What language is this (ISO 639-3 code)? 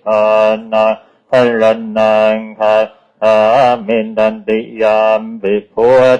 pli